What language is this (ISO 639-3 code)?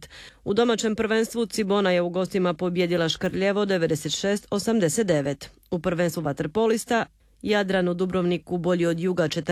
hrv